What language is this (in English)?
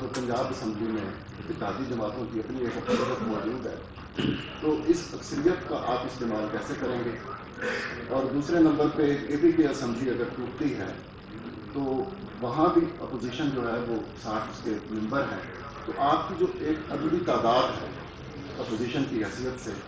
Urdu